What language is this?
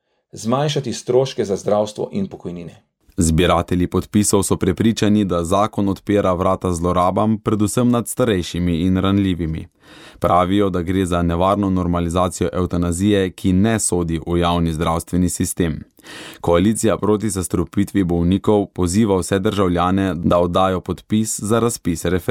Slovenian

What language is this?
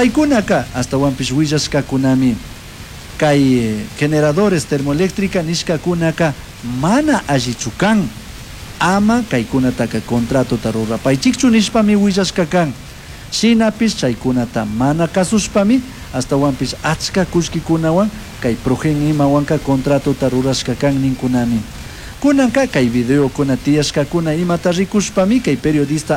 Chimborazo Highland Quichua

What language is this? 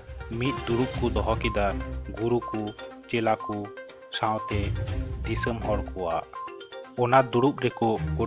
Santali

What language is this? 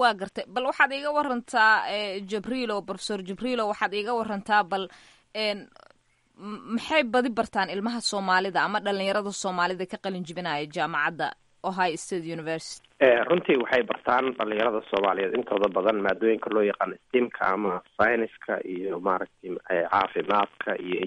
Somali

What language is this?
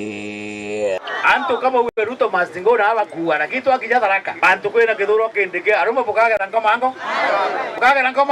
Meru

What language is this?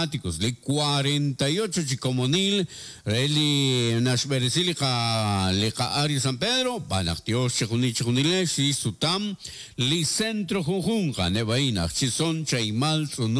Kekchí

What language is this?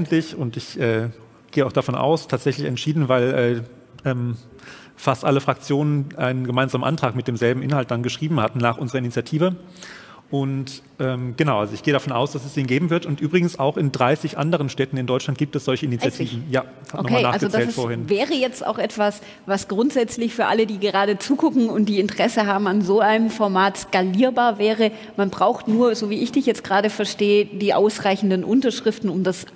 German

